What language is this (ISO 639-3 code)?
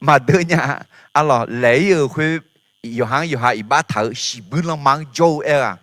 ahk